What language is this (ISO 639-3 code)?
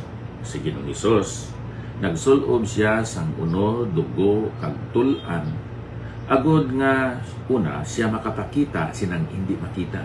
hil